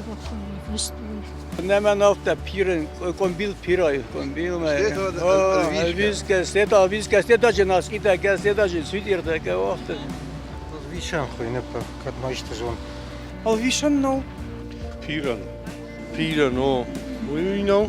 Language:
Ossetic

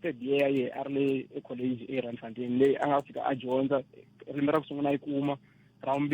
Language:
Tsonga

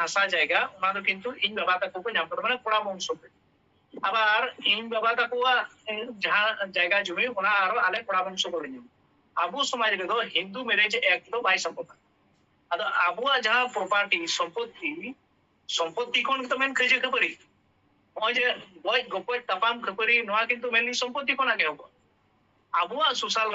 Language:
Santali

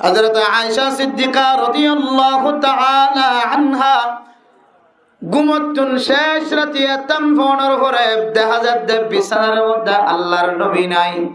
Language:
Rohingya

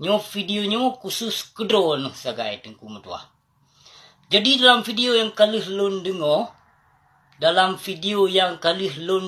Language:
Achinese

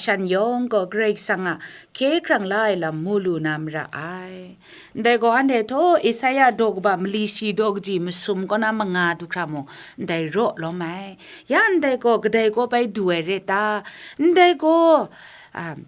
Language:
Kachin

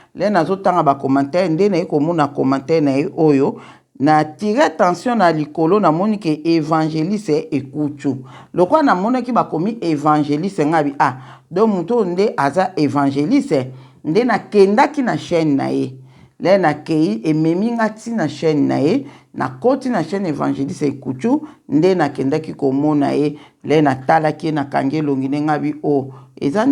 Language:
Lingala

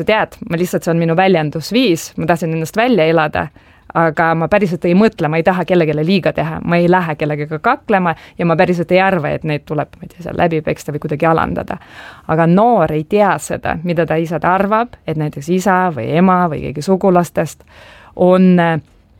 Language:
Estonian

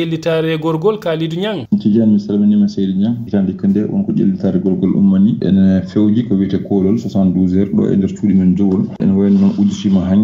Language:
Fula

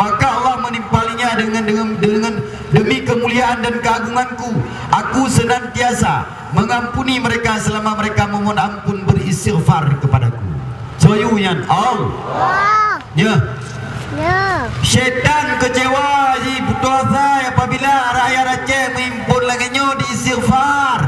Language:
Achinese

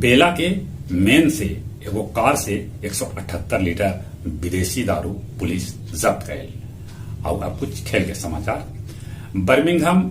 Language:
Magahi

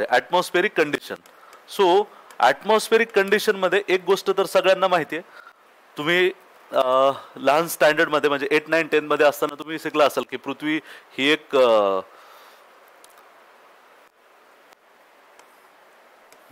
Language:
Marathi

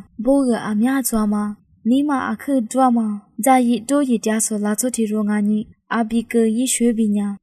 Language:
Lisu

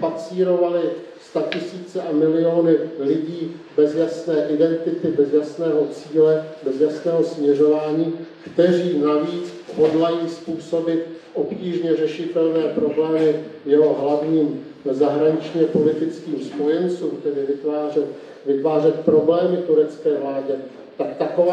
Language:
Czech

